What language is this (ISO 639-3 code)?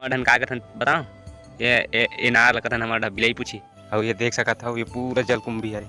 hne